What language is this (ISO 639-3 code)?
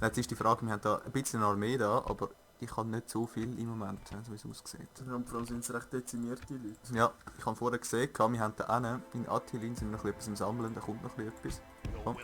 gsw